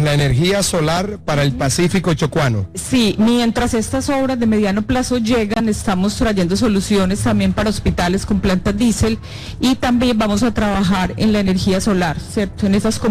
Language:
Spanish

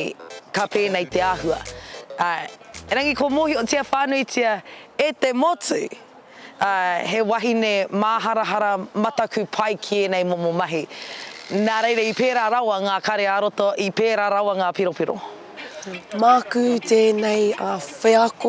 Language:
Māori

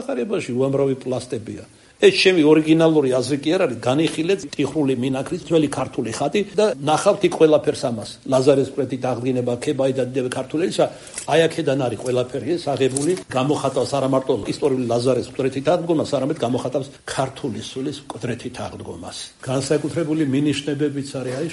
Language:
Georgian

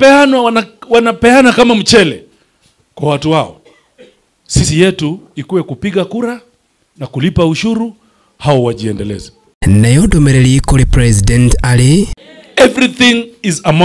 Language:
Kikuyu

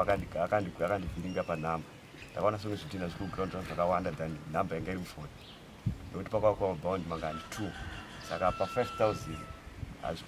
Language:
Shona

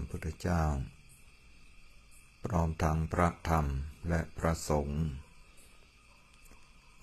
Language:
Thai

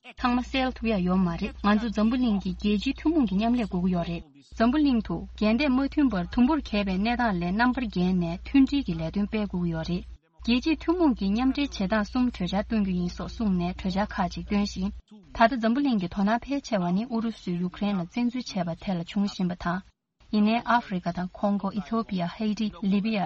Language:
Tibetan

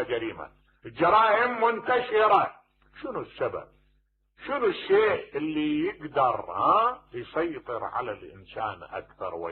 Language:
Mesopotamian Arabic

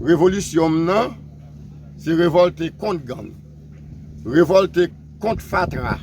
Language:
Haitian Creole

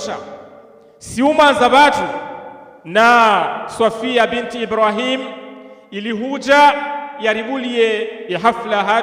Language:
Ngazidja Comorian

